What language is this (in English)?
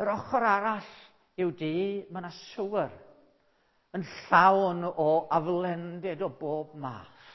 Welsh